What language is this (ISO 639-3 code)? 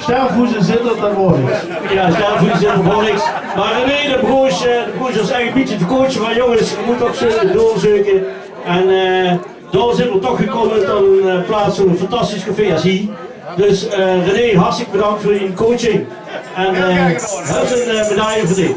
lim